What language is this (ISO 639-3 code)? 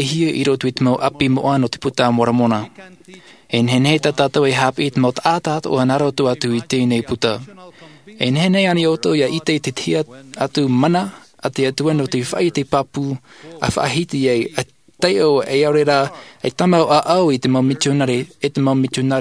tah